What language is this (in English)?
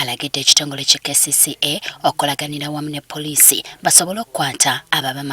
Ganda